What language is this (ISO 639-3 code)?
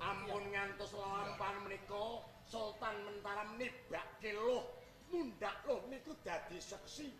jav